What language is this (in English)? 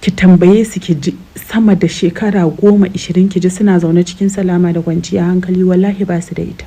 Hausa